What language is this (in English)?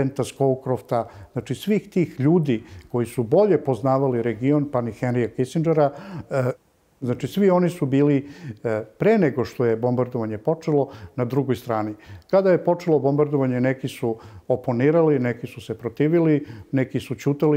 Serbian